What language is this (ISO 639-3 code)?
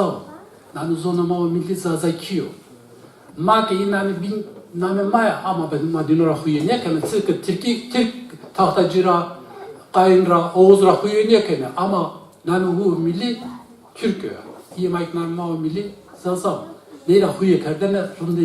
zza